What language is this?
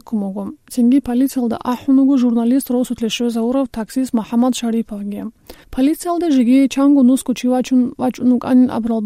Avaric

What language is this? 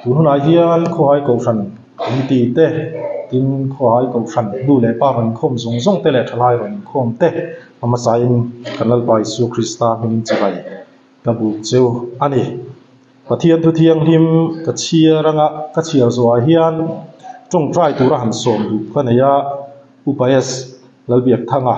Mizo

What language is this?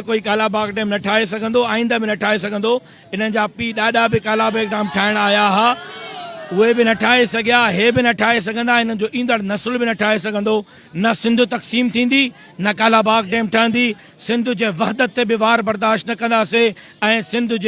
Sindhi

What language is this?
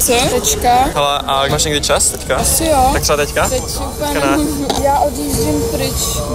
Czech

